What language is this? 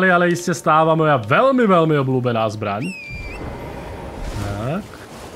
Slovak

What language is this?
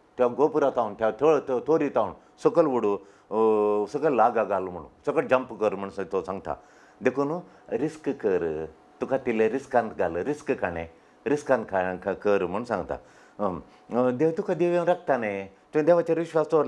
Konkani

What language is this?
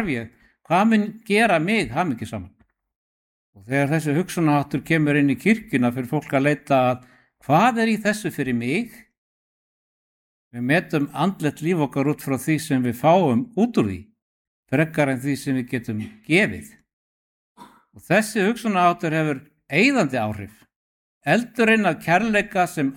Icelandic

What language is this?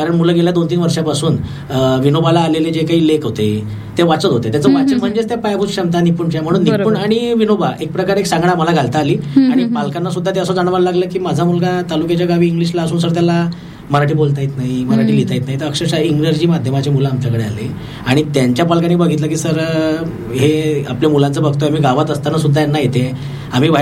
Marathi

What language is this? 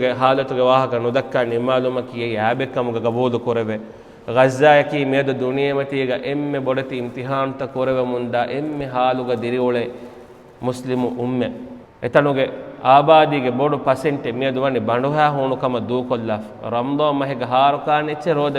Divehi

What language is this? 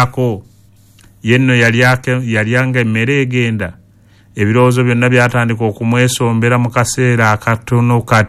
Ganda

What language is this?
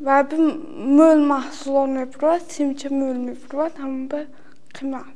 Tajik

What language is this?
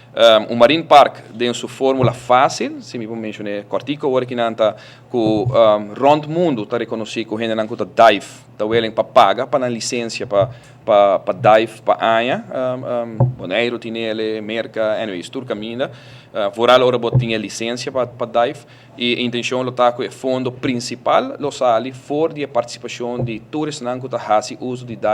Papiamento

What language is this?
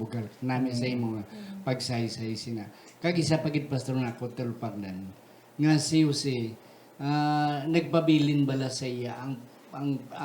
Hiligaynon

